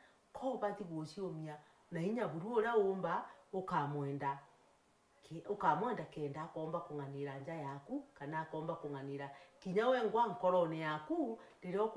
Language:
Meru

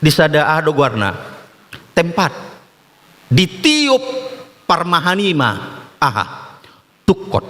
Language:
Batak Toba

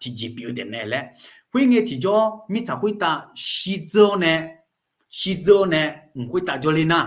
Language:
Akha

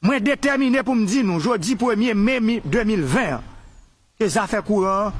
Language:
Haitian Creole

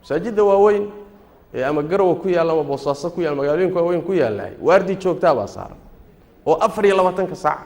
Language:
Somali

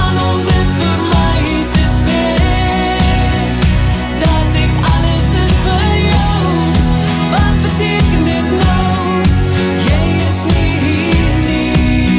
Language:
Afrikaans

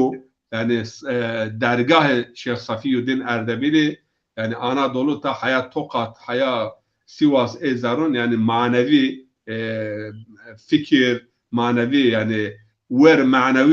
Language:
Zaza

